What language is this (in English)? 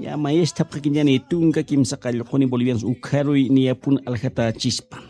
Aymara